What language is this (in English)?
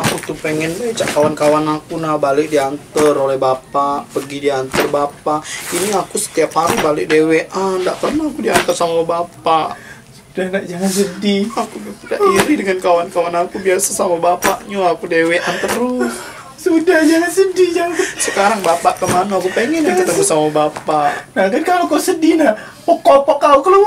Musi